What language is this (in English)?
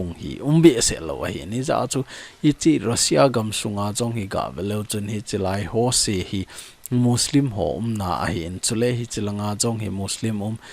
Thado Chin